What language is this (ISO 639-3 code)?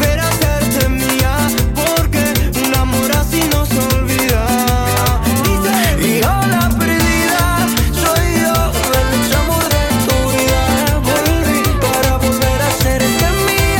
spa